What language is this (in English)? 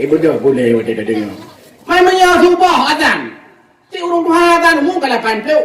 Achinese